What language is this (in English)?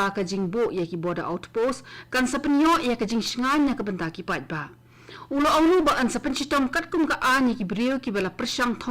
Khasi